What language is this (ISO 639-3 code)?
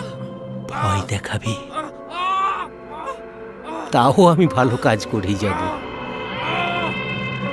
ben